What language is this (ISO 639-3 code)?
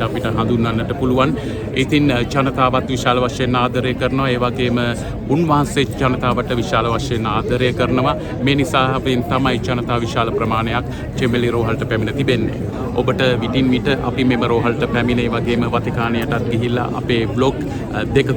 sin